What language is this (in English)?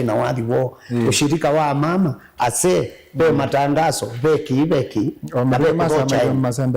Kamba